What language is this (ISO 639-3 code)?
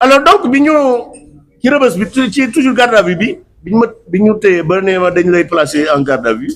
wol